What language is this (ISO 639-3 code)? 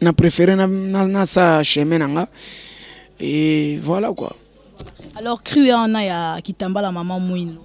lin